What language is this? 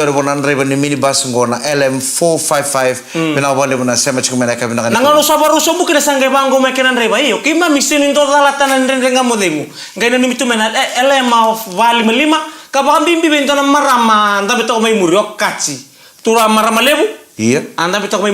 Fijian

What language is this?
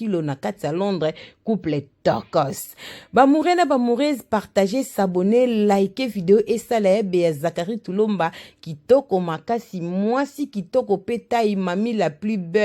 Lingala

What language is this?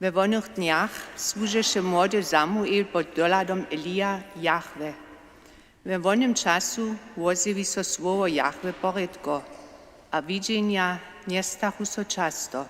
Upper Sorbian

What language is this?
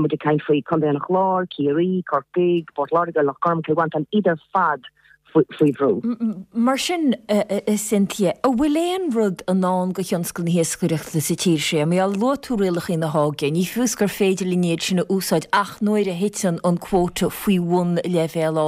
Irish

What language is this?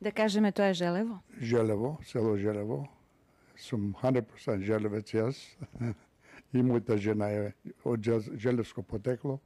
Macedonian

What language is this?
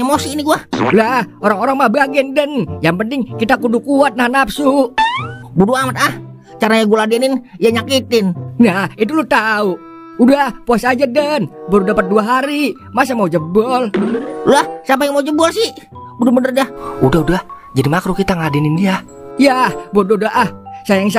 Betawi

